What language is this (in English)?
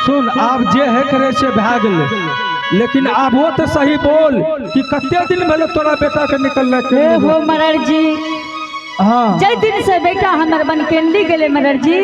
Angika